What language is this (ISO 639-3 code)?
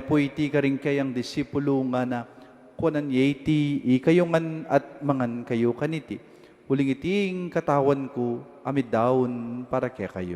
pam